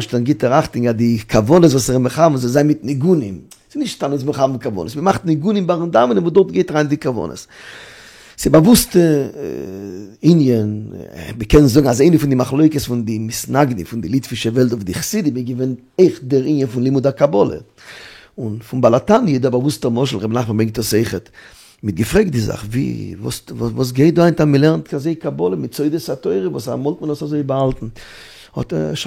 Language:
Yiddish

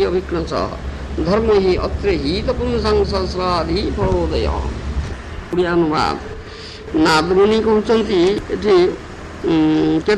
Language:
Odia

